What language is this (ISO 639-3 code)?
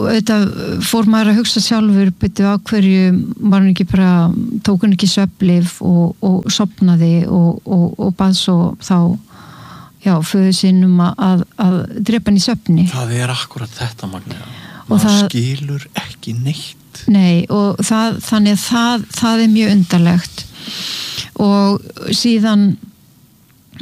isl